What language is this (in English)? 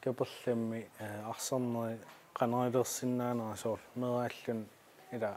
Kalaallisut